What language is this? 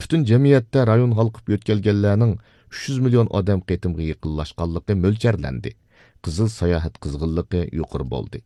Uyghur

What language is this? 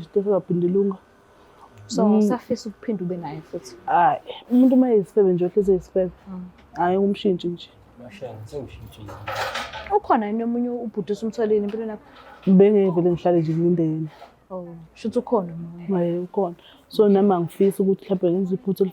Zulu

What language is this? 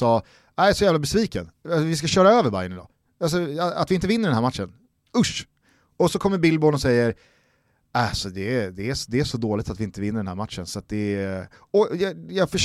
Swedish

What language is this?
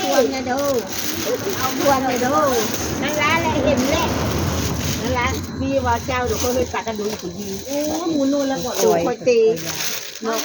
Northeastern Thai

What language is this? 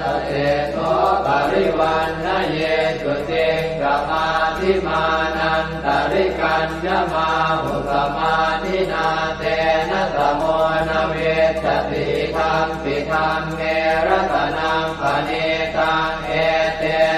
Pali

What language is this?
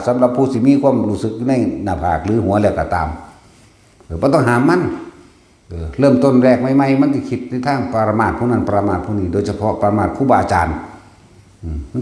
Northeastern Thai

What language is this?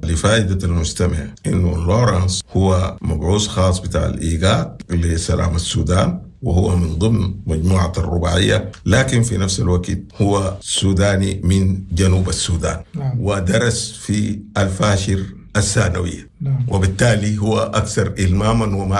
Sudanese Arabic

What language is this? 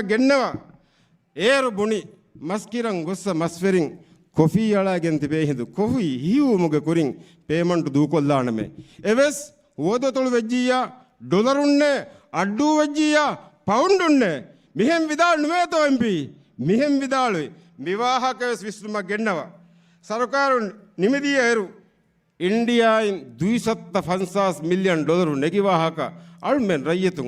Divehi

